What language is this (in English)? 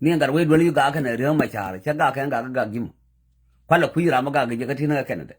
Nuer